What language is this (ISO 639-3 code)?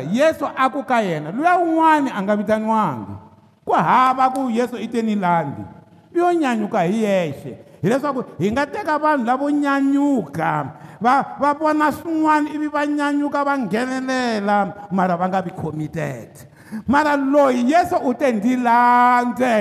tso